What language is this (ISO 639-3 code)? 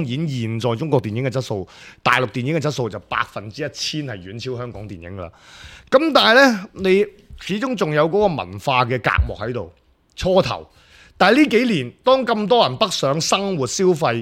yue